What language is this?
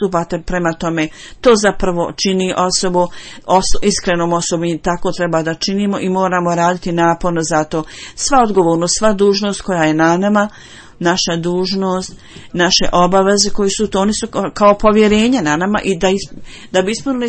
Bosnian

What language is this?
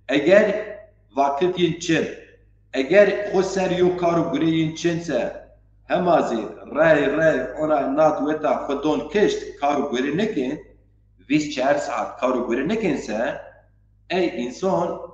Zaza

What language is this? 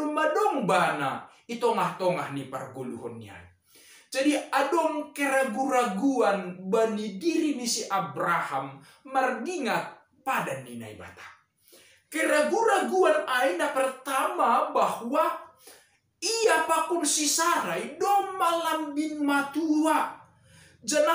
Batak Simalungun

